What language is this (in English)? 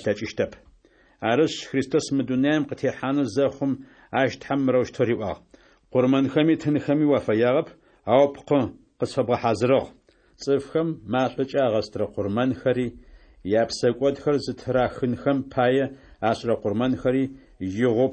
Adyghe